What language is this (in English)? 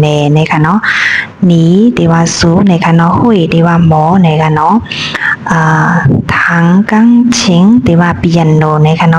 Shan